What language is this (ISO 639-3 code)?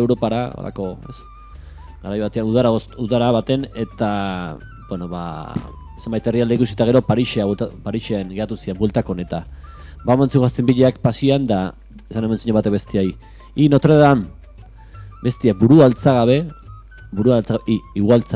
eus